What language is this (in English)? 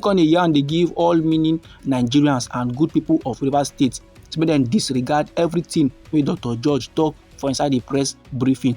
Nigerian Pidgin